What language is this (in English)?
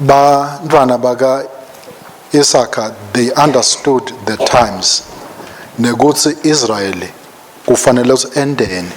Swati